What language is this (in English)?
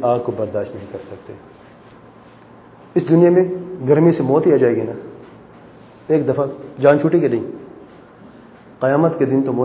Urdu